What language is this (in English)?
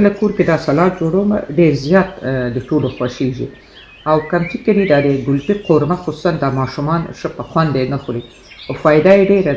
Pashto